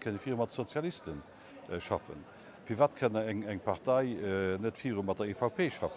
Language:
Luxembourgish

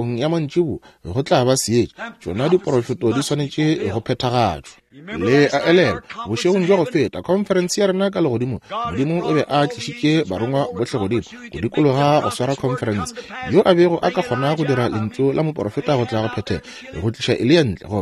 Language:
Northern Sotho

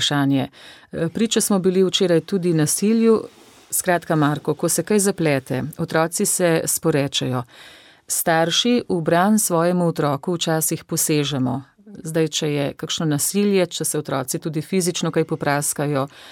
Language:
Slovenian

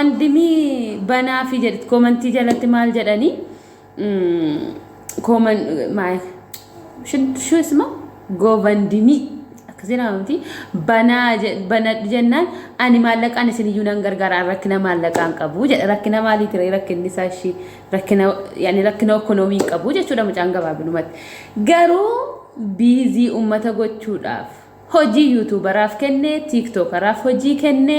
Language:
Oromo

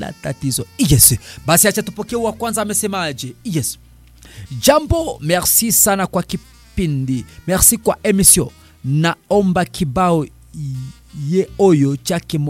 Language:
Swahili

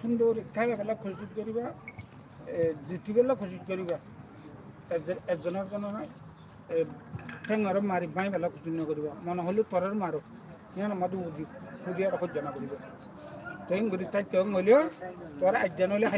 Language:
Rohingya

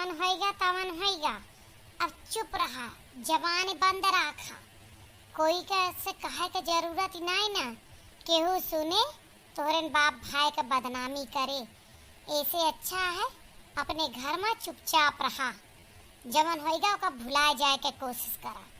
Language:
Awadhi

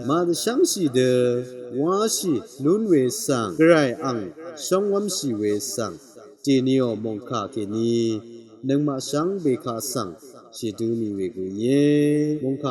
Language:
Rawang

